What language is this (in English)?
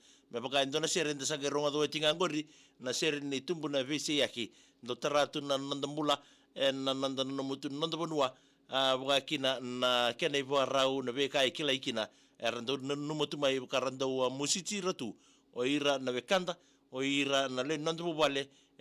Fijian